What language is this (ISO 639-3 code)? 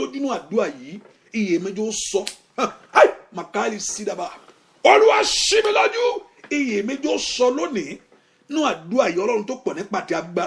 yor